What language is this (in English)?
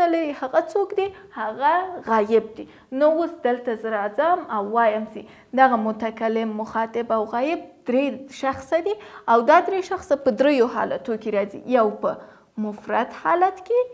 Pashto